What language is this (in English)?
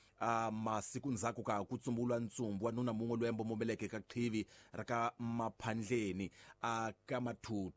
Tsonga